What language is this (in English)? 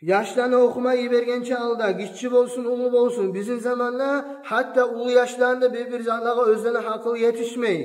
Kumyk